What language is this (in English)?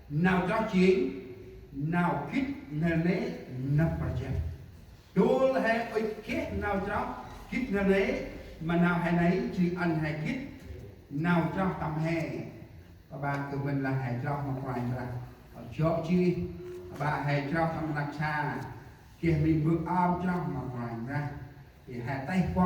Central Mnong